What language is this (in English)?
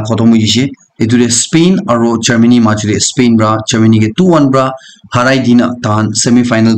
Naga Pidgin